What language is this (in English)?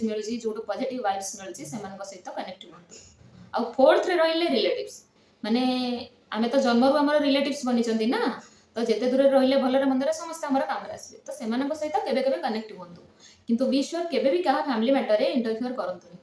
Odia